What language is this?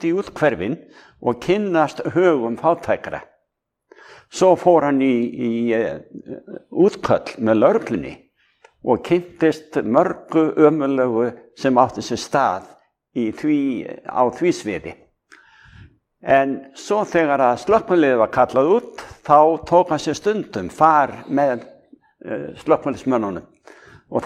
Icelandic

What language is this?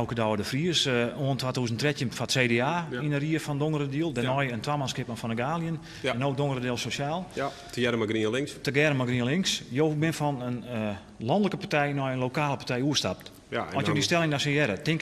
Western Frisian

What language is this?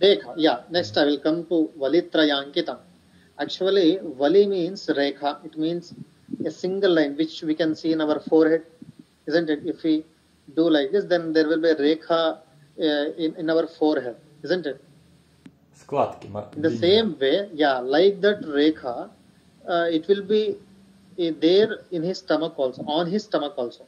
Sanskrit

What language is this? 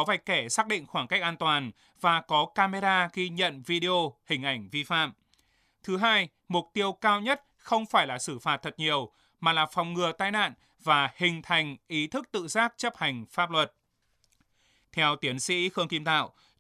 Vietnamese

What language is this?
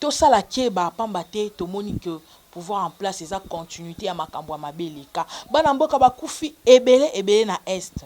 Lingala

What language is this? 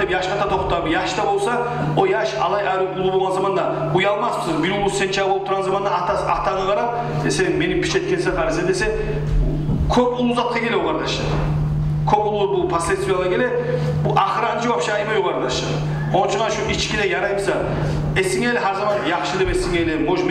Kumyk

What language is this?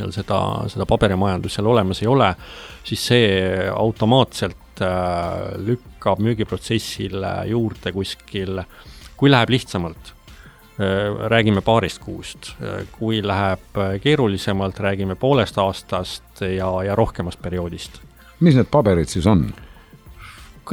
Estonian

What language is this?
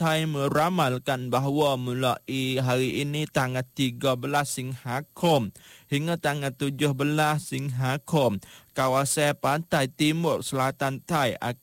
Malay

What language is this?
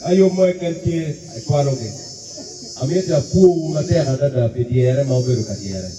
Acoli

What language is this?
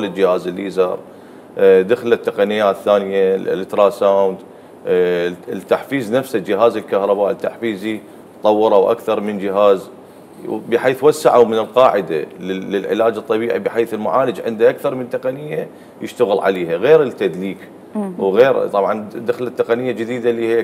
Mesopotamian Arabic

